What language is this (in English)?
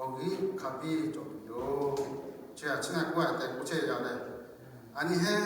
Lahu